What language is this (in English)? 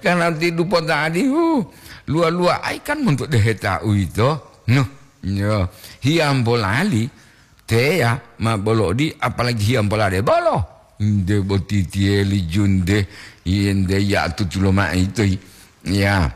Gorontalo